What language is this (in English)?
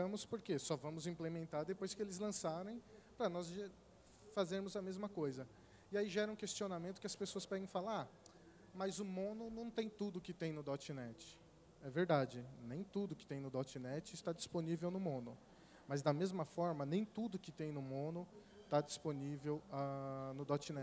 Portuguese